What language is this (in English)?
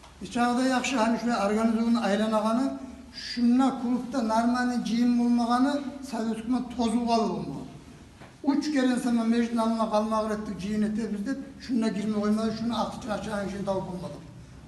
Kumyk